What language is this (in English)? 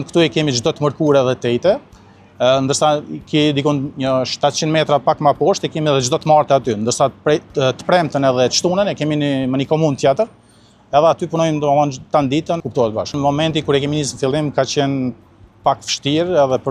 Albanian